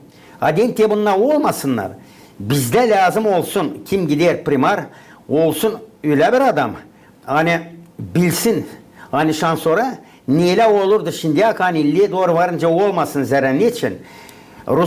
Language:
Gagauz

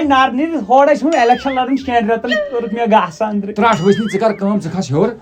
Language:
Kashmiri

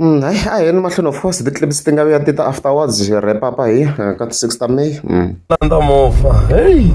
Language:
Tsonga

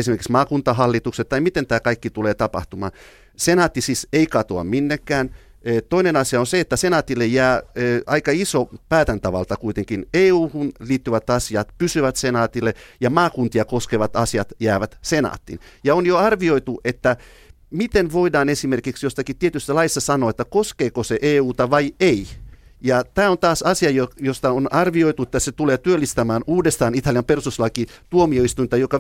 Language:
Finnish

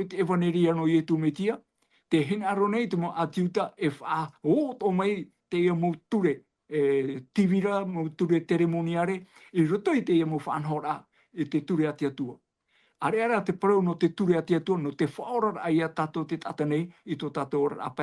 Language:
Tahitian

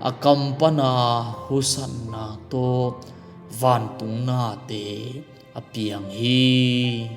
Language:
Tedim Chin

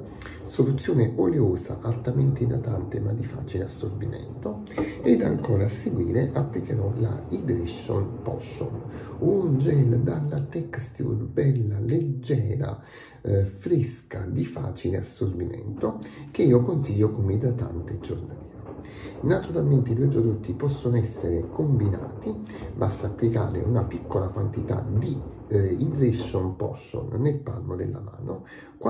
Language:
Italian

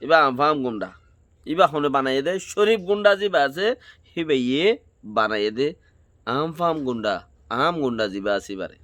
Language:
Rohingya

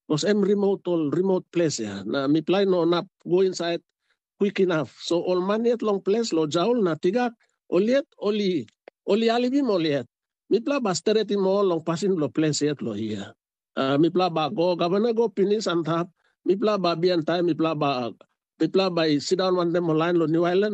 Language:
Tok Pisin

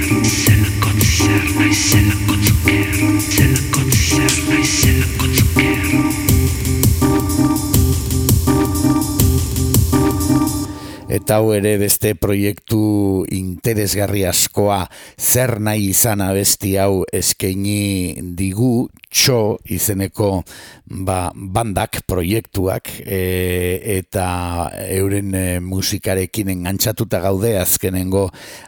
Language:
Basque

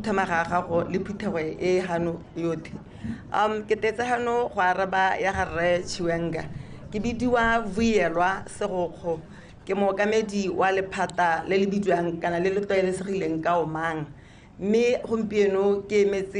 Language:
Tswana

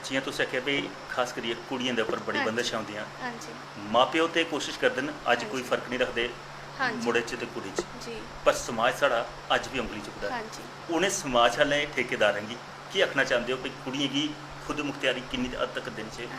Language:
Dogri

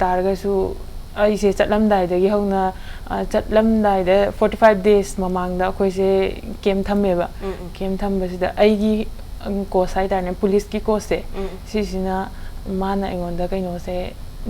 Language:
Manipuri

